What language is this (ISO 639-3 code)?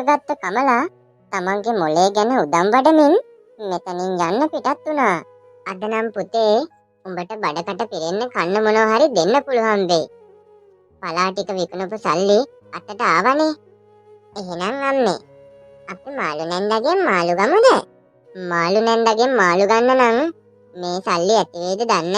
sin